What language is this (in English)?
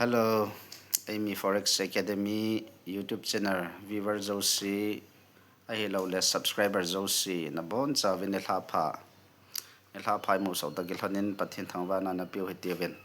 Thado Chin